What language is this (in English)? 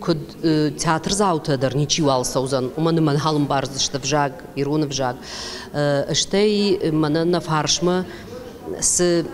Ossetic